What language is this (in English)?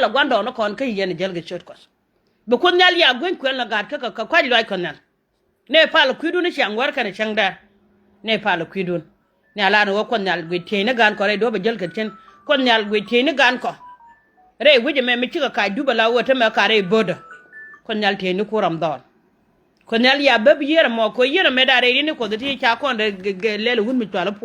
Nuer